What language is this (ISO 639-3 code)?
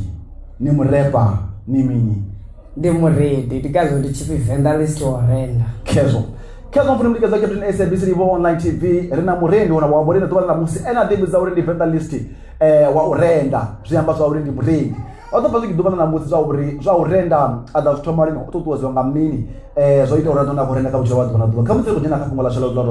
ven